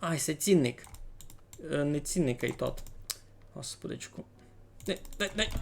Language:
Rusyn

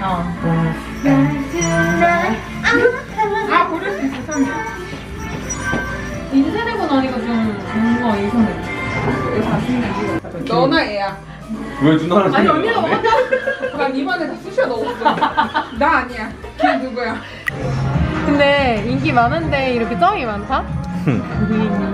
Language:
Korean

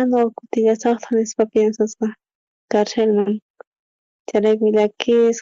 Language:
South Bolivian Quechua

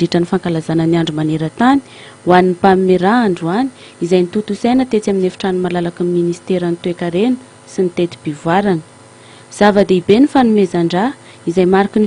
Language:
Malagasy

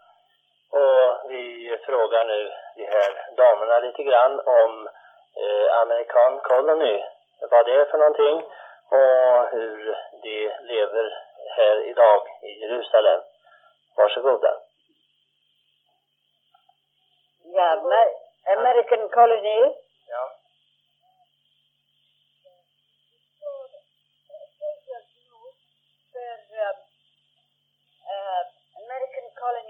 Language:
Swedish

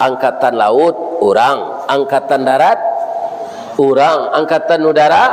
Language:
Minangkabau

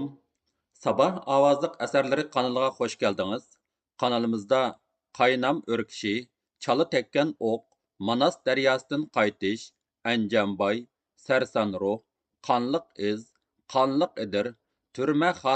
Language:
Uyghur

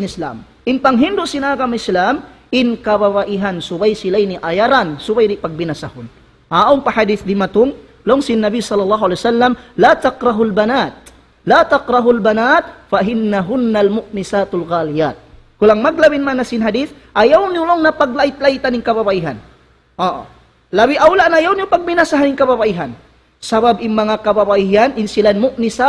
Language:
Tausug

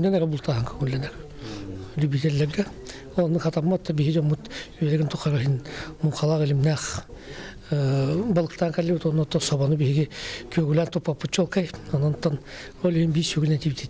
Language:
Yakut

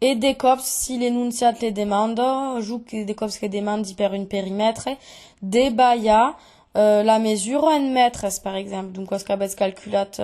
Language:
Occitan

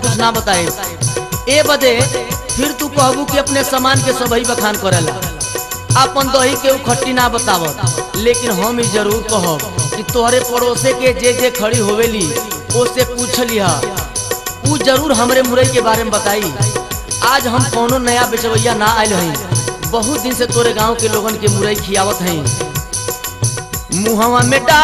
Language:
Bhojpuri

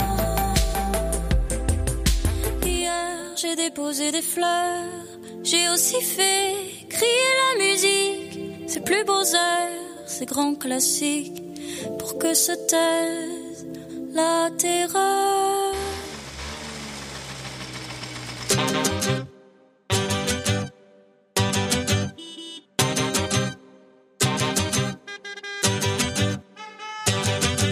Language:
French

